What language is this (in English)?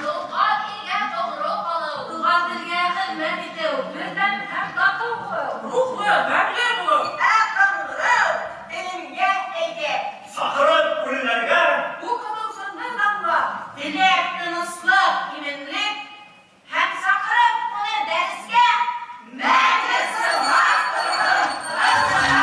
Bashkir